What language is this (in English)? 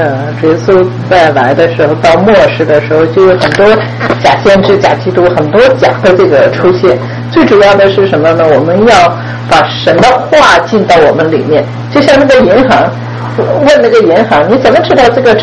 Chinese